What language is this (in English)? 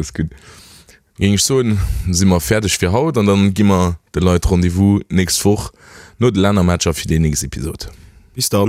Luxembourgish